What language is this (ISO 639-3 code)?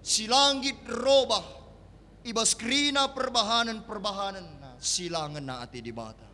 btx